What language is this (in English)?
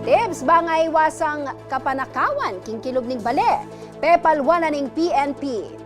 Pampanga